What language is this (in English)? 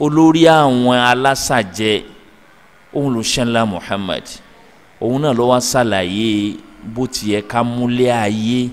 Yoruba